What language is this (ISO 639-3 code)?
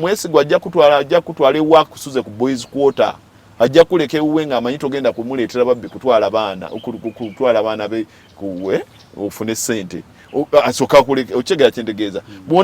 lug